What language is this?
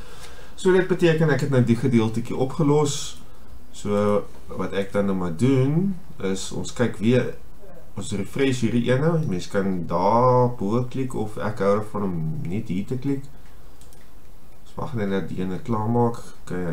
Afrikaans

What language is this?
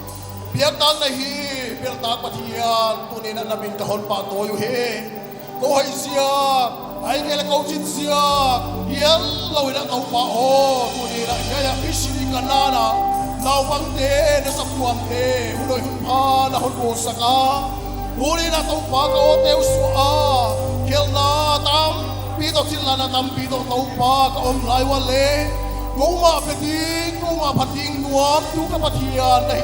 Paite Chin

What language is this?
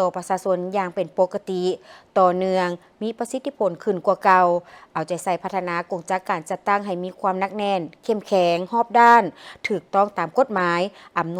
Lao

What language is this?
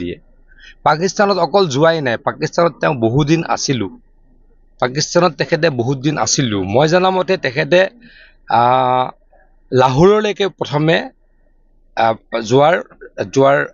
Assamese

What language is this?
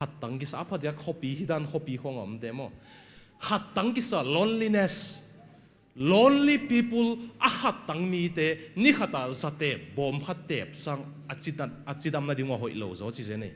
Tedim Chin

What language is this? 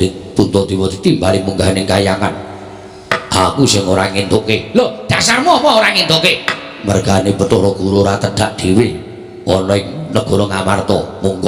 Javanese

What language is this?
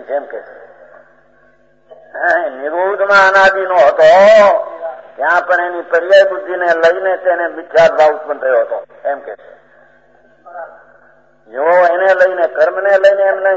Gujarati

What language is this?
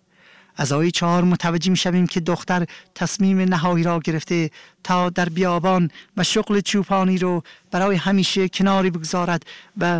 Persian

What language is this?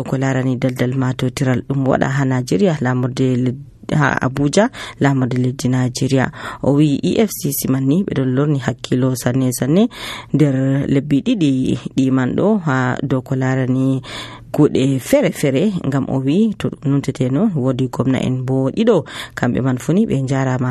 Nigerian Fulfulde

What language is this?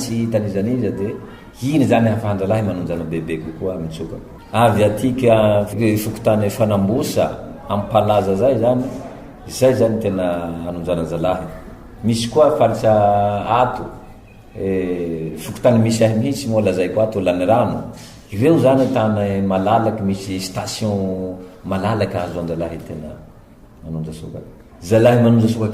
Malagasy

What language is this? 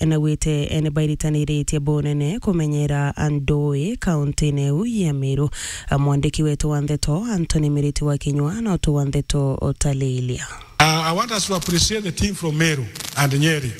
Meru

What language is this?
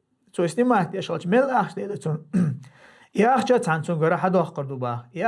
Chechen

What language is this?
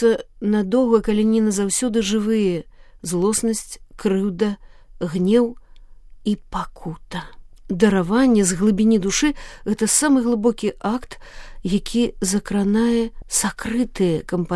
Belarusian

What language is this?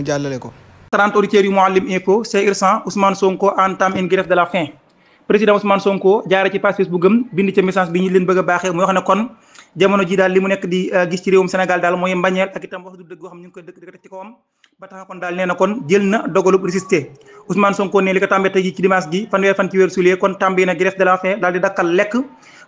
Wolof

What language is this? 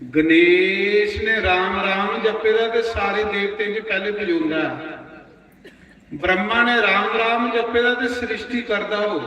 Dogri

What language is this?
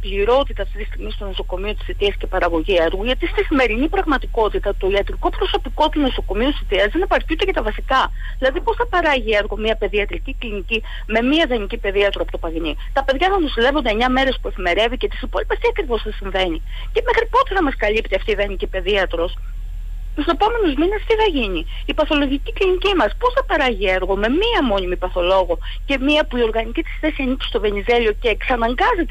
Greek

